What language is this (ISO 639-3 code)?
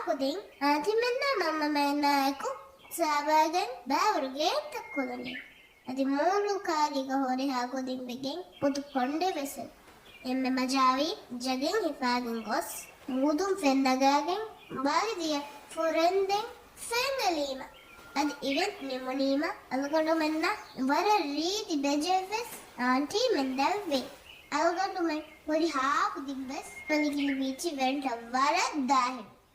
div